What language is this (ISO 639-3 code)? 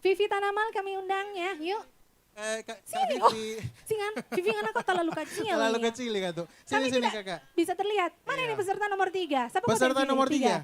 xmm